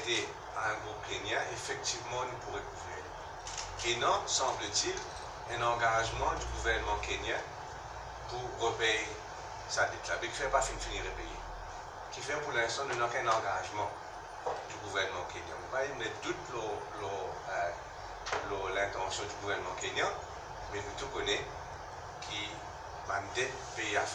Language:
Morisyen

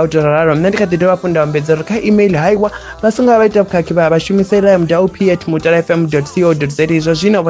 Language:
Venda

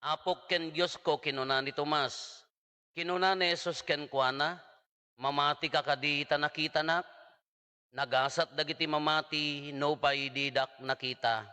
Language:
Iloko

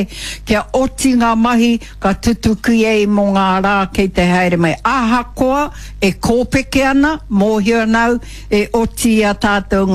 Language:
Māori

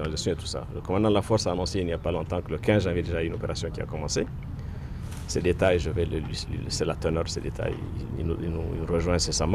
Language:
French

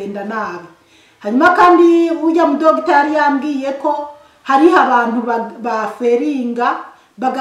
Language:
Rundi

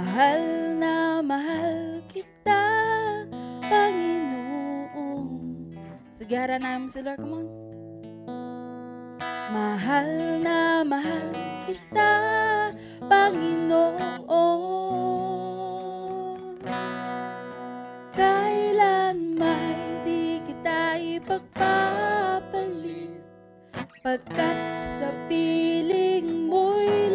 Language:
Filipino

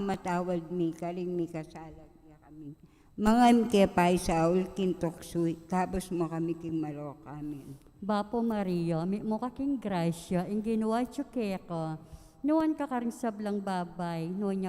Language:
Pampanga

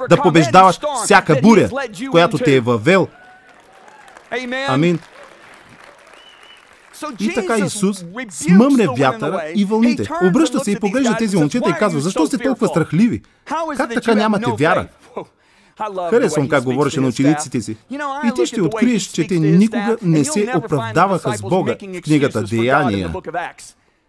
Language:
Bulgarian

